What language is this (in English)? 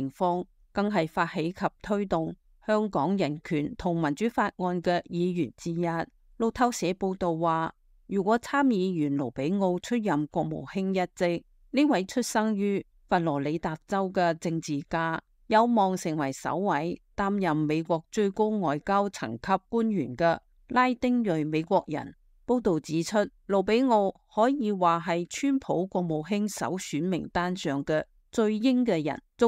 Cantonese